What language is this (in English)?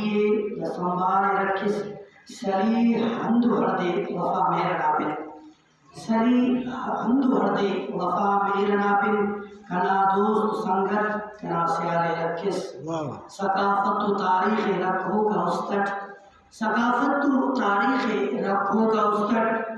Brahui